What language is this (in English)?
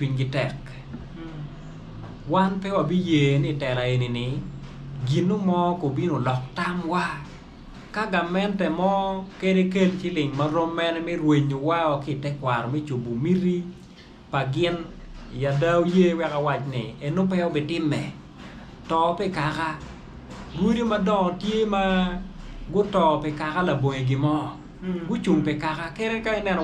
Acoli